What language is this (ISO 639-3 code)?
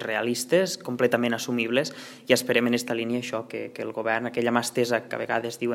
cat